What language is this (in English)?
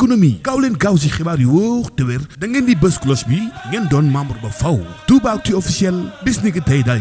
Wolof